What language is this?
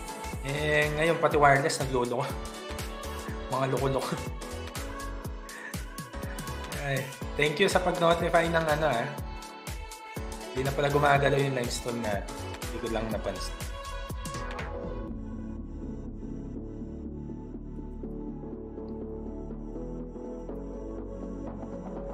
Filipino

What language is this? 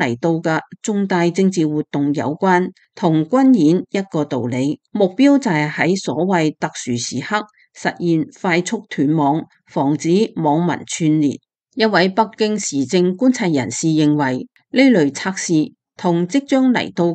Cantonese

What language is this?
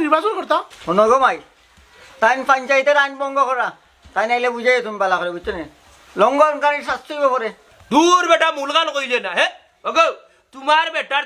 Sylheti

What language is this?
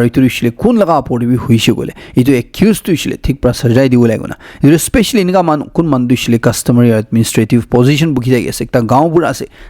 Naga Pidgin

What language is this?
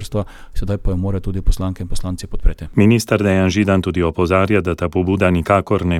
Slovenian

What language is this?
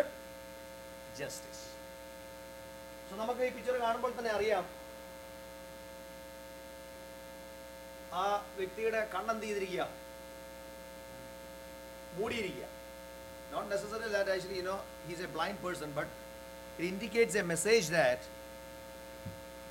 Malayalam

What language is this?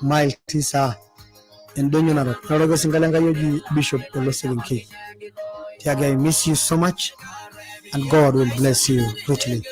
Masai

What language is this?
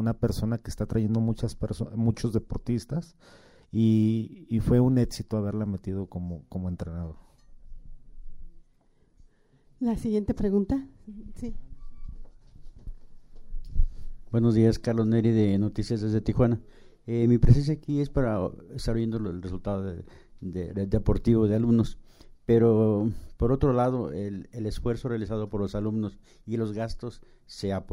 Spanish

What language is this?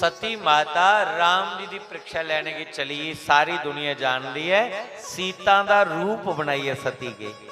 Dogri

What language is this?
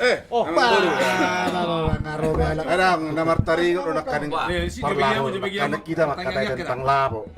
Batak Toba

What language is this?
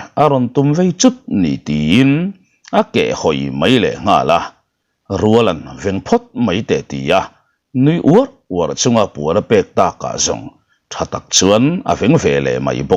Mizo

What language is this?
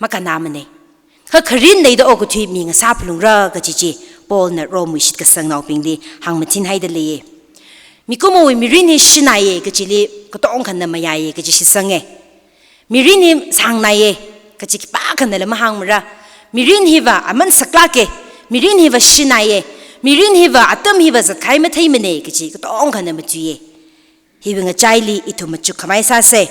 Tangkhul Naga (India)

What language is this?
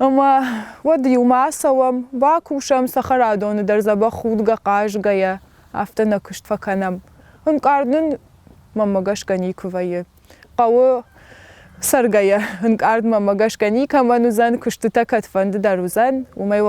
Ossetic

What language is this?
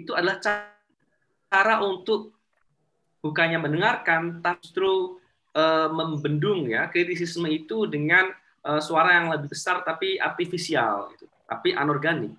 Indonesian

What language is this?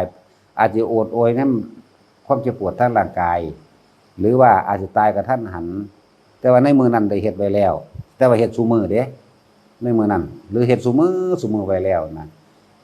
Northeastern Thai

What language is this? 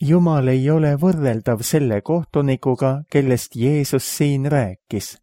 Estonian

